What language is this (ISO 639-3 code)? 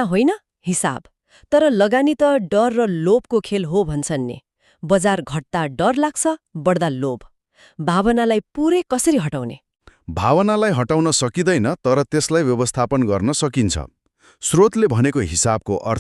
nep